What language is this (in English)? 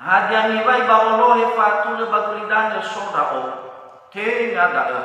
Nias